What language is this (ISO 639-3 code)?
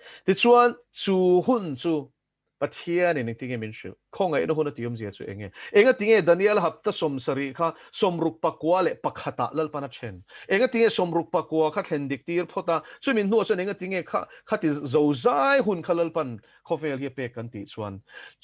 lus